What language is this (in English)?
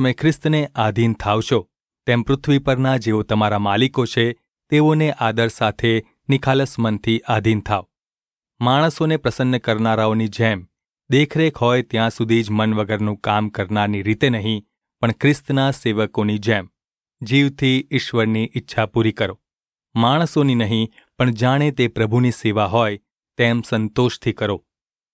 Gujarati